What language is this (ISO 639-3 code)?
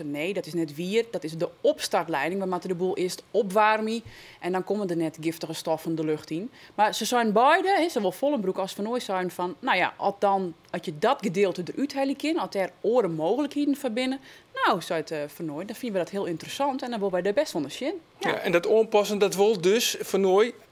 fry